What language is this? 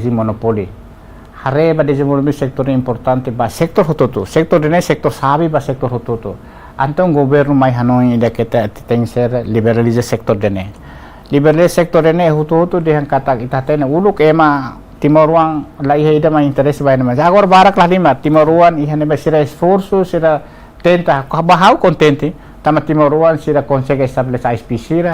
Tetum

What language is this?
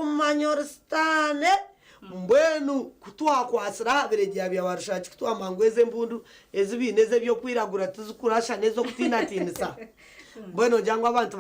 Nyankole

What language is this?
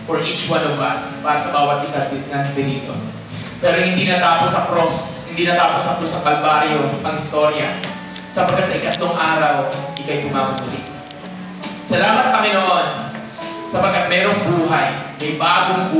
Filipino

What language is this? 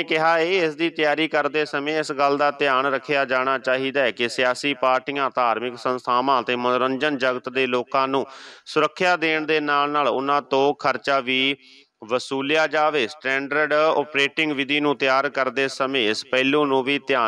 Punjabi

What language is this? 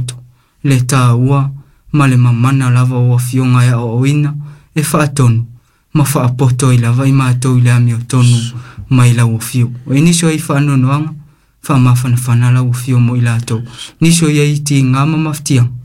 Samoan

